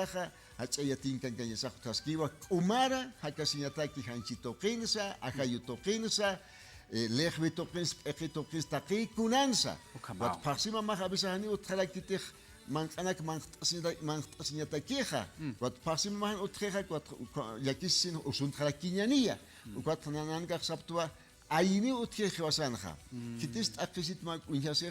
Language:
Aymara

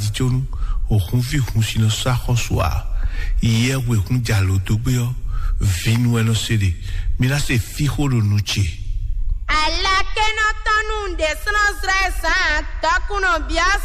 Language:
Fon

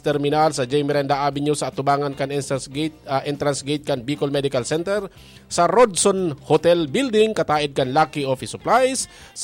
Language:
Bikol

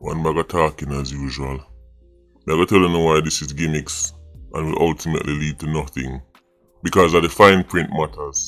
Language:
Jamaican Creole English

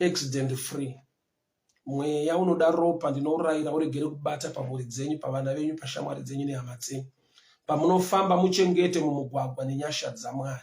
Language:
Shona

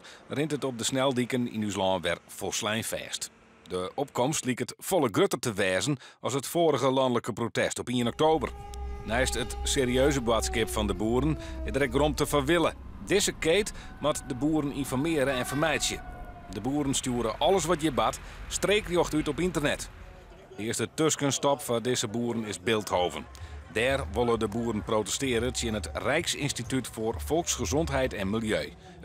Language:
Western Frisian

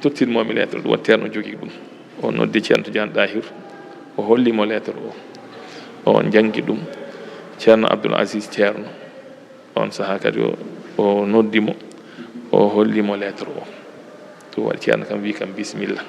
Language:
Fula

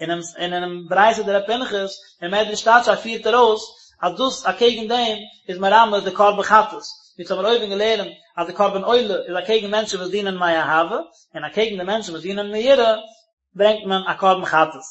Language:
Yiddish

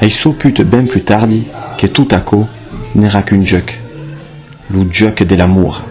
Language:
Occitan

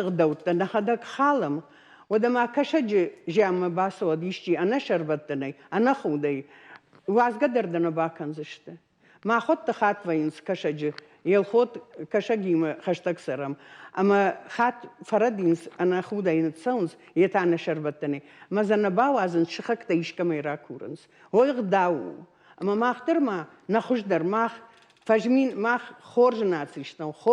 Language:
Ossetic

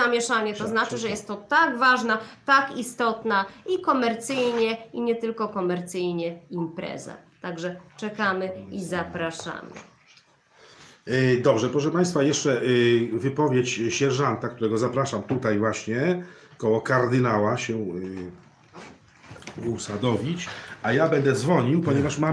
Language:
Polish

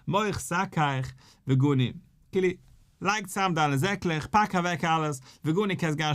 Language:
Yiddish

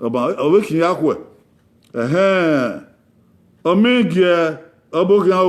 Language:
Bini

